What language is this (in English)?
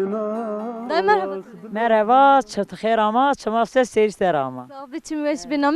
Zaza